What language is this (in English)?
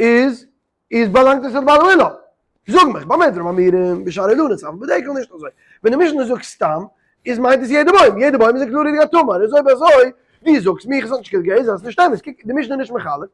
Yiddish